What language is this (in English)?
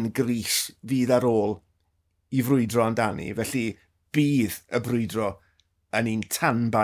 Welsh